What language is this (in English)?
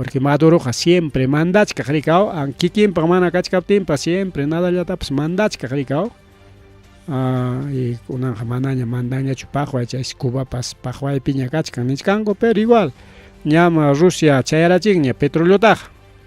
Ayacucho Quechua